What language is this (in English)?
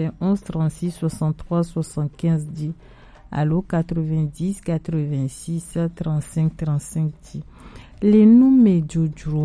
Gen